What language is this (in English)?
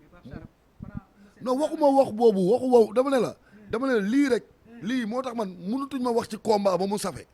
Wolof